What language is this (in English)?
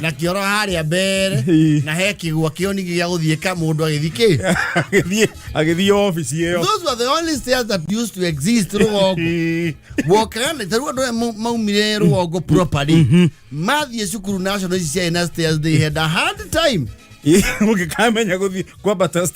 Kikuyu